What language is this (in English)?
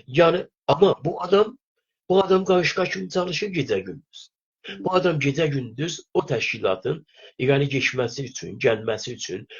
South Azerbaijani